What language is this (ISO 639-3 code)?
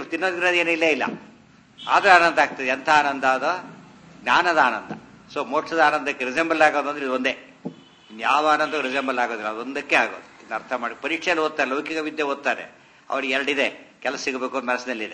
kan